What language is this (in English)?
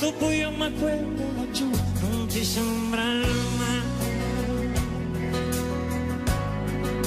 Italian